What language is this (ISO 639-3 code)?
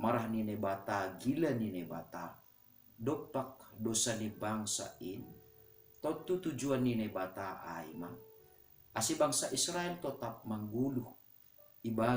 bts